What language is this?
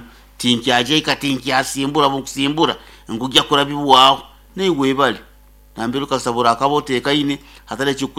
Nyoro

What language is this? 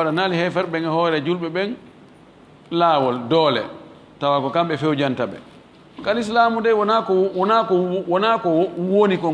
Fula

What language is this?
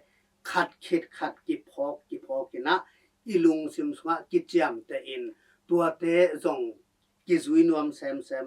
Tedim Chin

